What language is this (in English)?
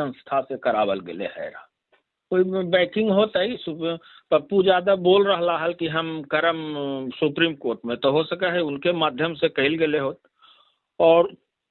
Magahi